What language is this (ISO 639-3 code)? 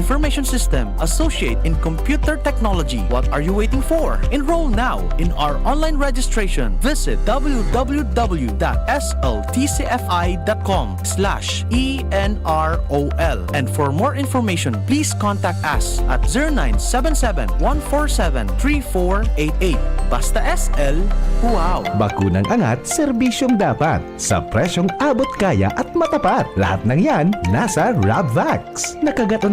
bik